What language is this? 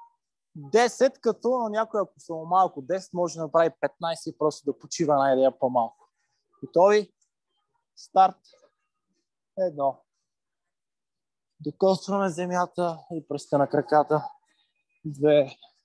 Bulgarian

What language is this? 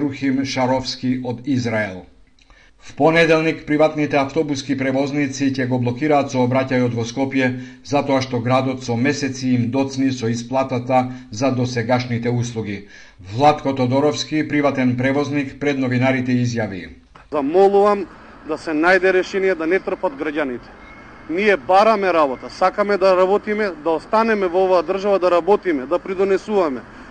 Macedonian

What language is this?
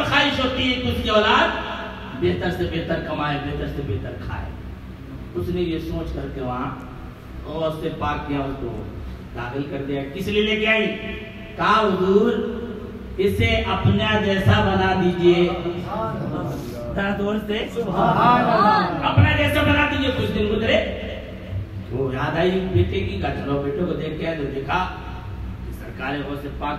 Urdu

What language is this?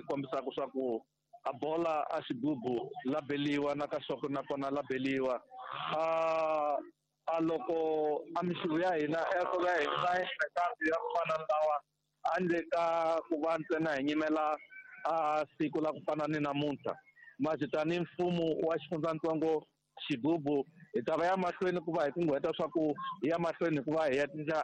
Tsonga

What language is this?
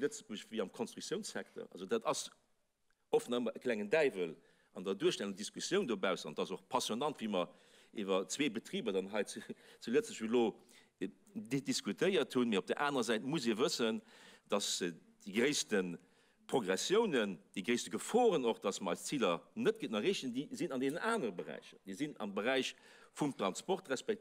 Luxembourgish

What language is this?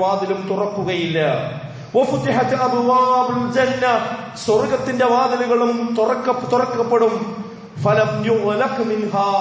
Malayalam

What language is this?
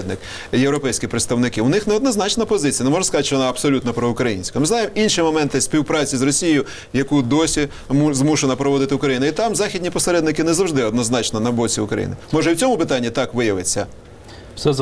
Ukrainian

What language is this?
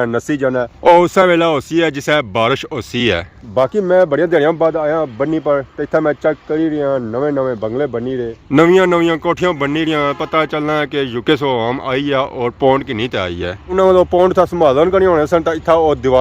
Pahari-Potwari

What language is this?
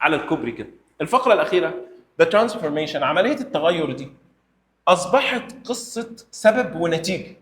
Egyptian Arabic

